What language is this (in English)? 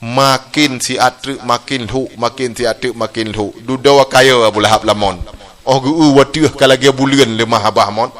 Achinese